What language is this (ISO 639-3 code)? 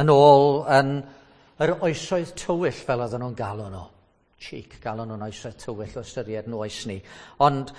cym